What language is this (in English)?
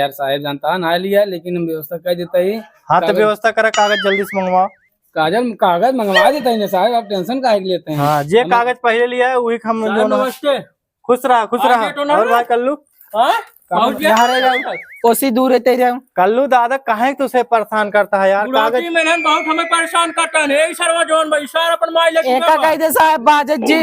Awadhi